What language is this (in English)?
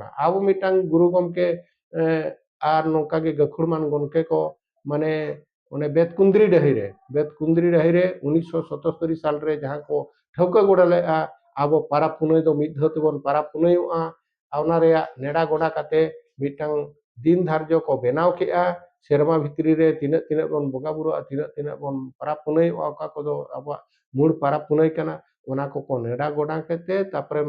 Santali